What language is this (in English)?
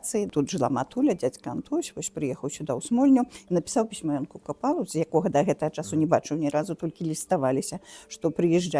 Belarusian